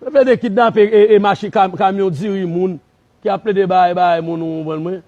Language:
Haitian Creole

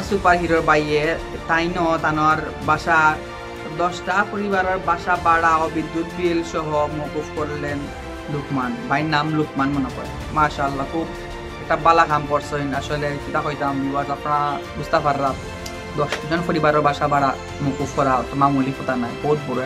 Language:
Sylheti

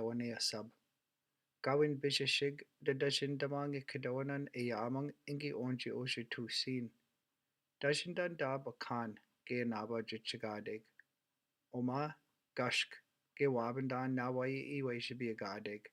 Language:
Chippewa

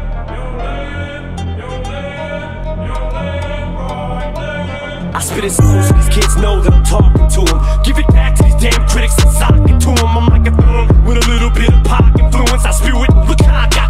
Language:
English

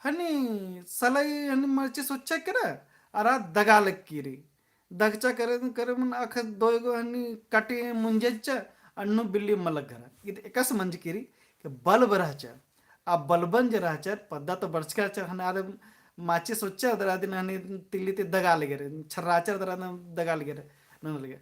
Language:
Kurukh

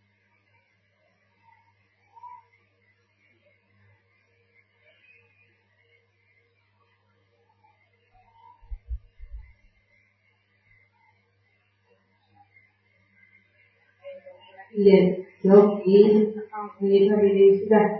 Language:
Burmese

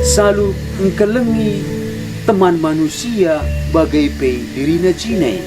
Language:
Batak Karo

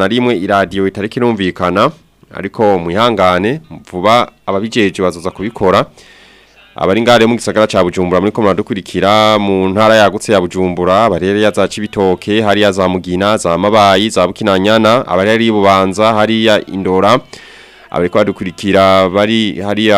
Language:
Rundi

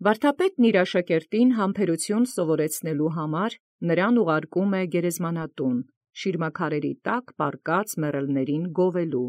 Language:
Armenian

